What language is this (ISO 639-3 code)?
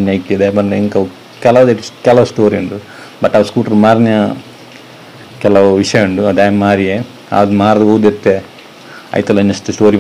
kan